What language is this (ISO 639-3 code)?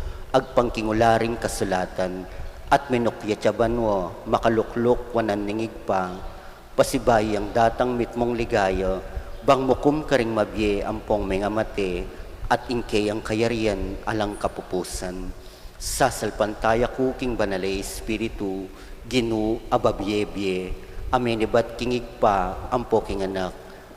pam